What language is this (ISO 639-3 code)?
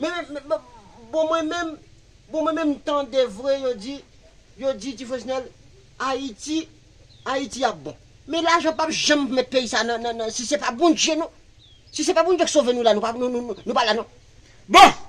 hat